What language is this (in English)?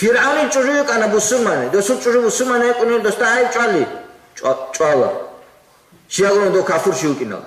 Avaric